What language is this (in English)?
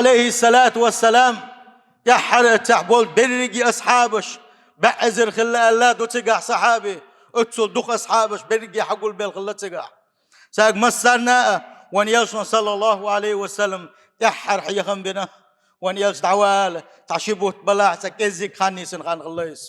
Chechen